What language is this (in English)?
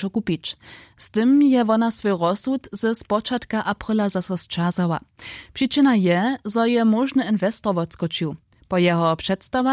Upper Sorbian